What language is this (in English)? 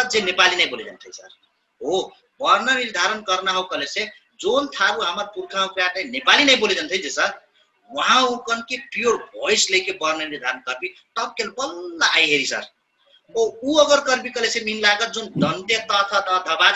Dangaura Tharu